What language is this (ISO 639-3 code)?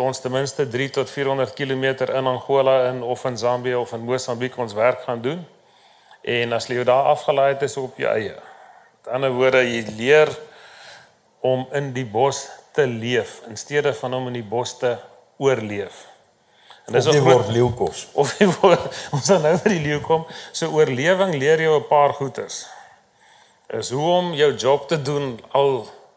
afr